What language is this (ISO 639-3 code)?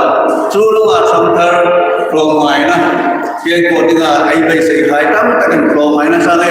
hmr